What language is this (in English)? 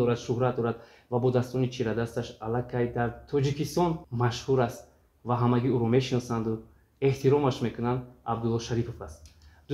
Tajik